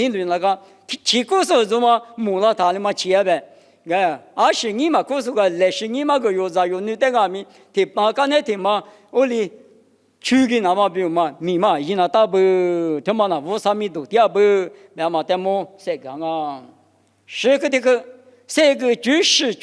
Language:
Lisu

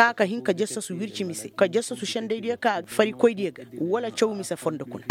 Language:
Koyraboro Senni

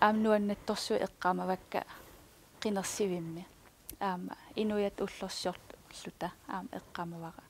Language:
Kalaallisut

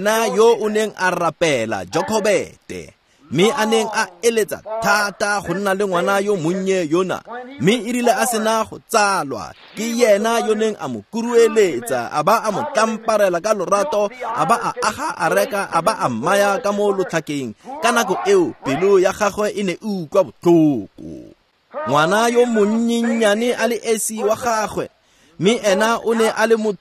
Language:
Tswana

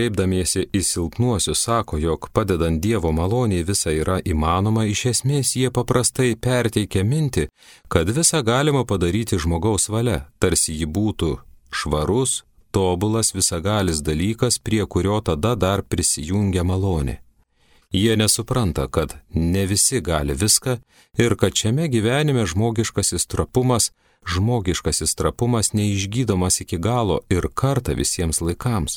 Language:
Lithuanian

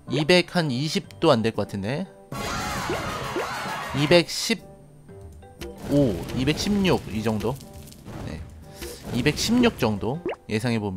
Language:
Korean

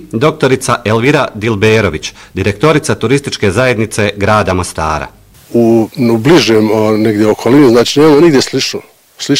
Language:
Bosnian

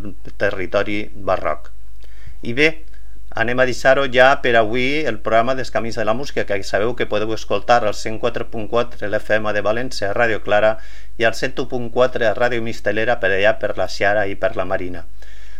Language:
Catalan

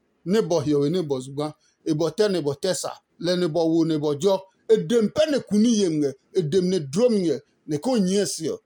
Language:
Adangme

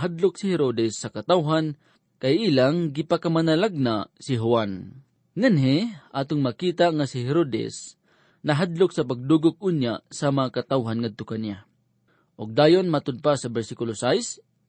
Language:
Cebuano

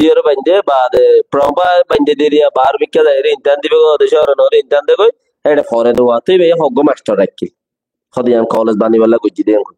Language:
Rohingya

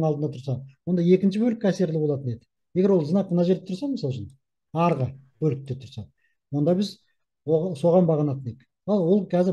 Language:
Kazakh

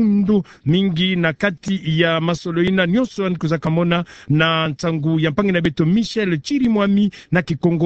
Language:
Kituba (Democratic Republic of Congo)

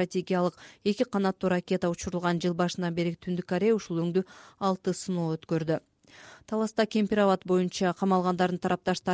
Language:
Kyrgyz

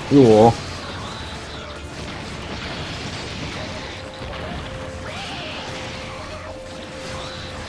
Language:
Chinese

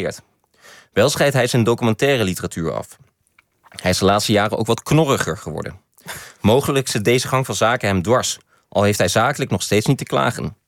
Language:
Dutch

